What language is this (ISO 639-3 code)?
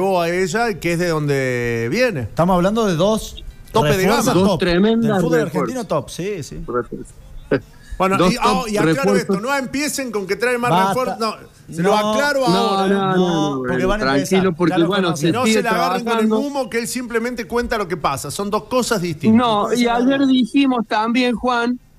spa